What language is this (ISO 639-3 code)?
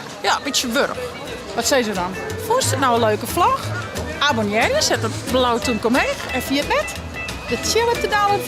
fry